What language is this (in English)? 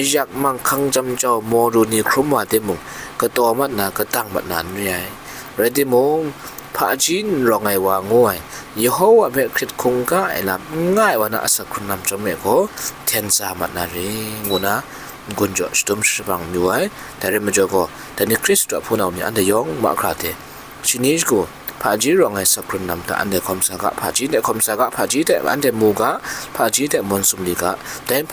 Kachin